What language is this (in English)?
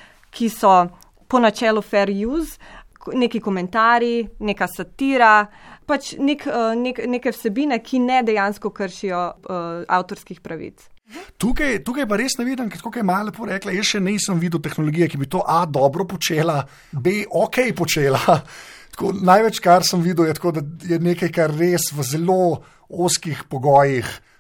Slovenian